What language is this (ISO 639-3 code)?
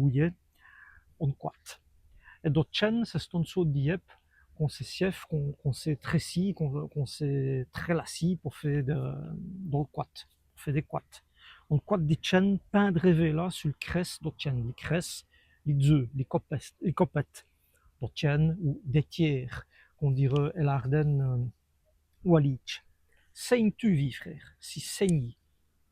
wln